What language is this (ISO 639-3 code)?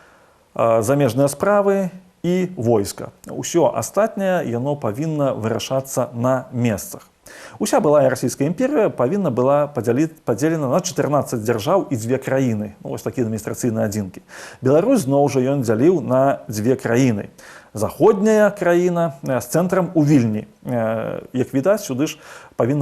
bel